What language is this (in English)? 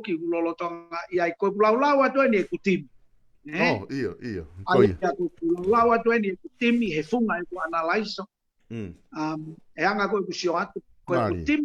Tongan